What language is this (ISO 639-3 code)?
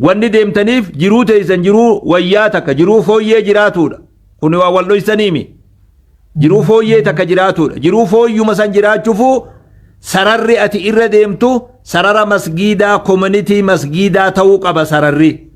orm